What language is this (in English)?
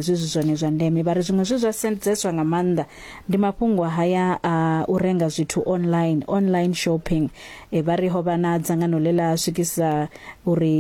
Venda